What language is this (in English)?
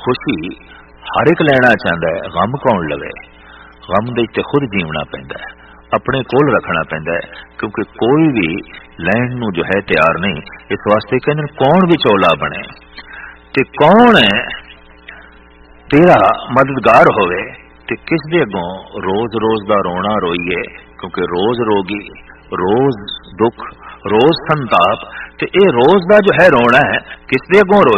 Punjabi